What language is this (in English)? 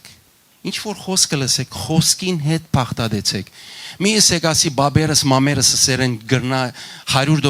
Western Armenian